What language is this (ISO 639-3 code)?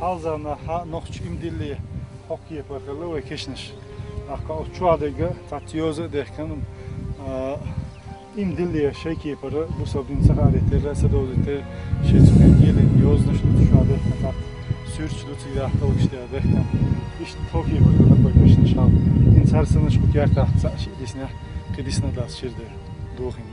che